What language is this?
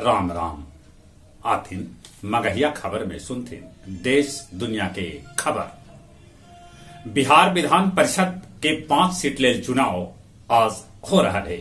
Magahi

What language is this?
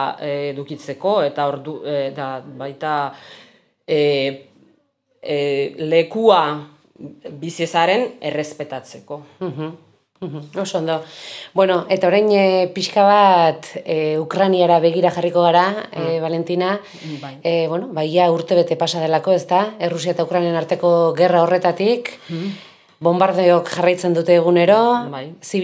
Basque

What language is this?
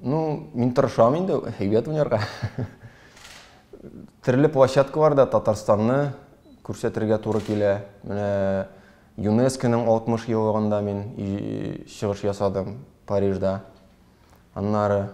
Tatar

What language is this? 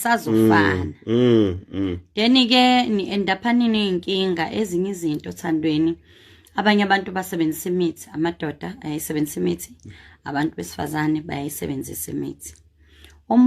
Zulu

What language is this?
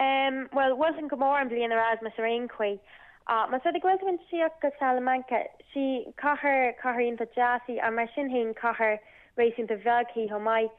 Irish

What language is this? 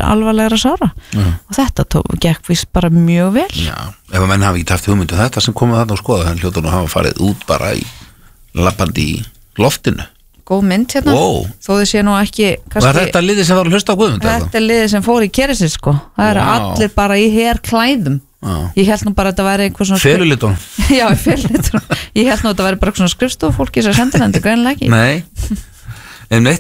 Icelandic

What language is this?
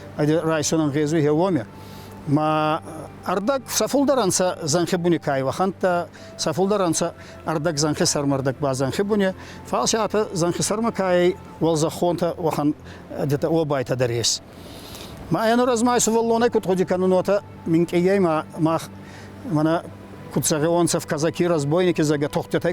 Ossetic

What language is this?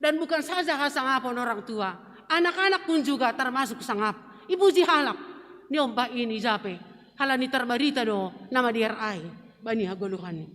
Batak Simalungun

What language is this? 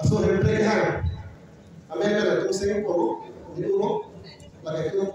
Karbi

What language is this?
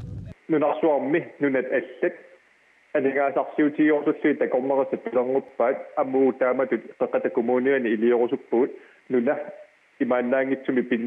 Kalaallisut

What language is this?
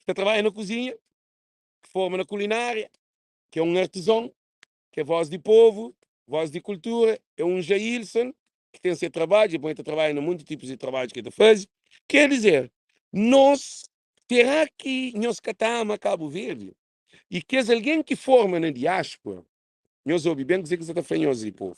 Kabuverdianu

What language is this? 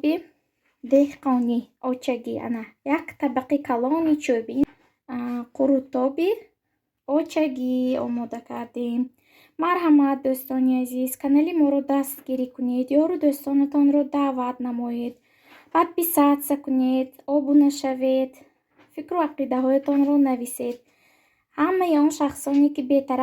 Tajik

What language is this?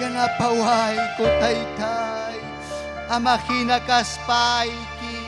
Ayacucho Quechua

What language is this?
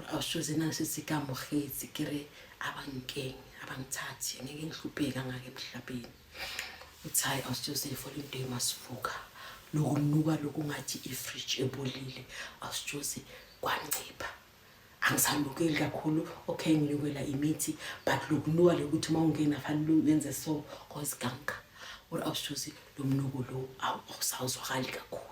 Zulu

